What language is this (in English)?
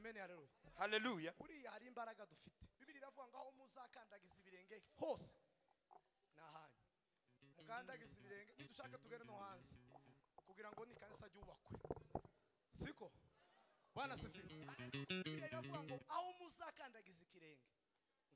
Kinyarwanda